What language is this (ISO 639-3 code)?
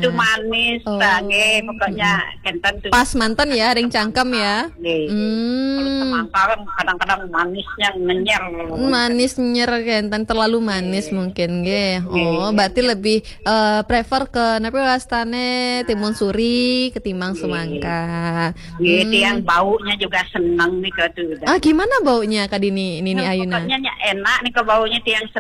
ban